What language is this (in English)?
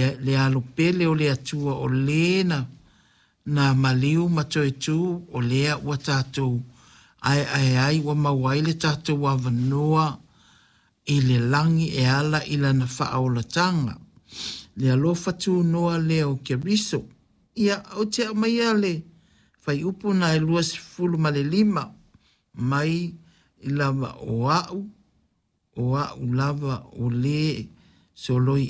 Samoan